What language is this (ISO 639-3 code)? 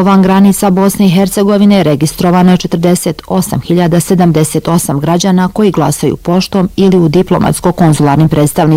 bos